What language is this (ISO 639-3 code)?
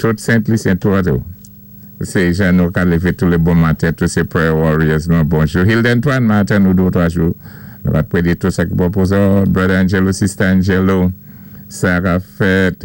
acf